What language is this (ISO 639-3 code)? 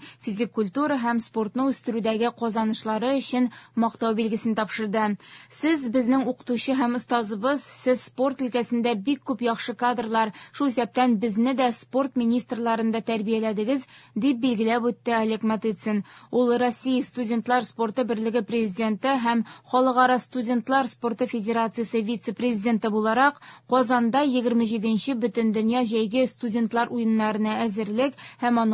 tat